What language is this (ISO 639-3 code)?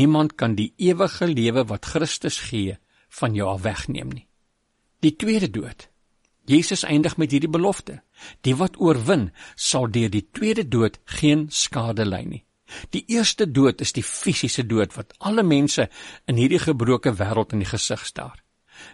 afr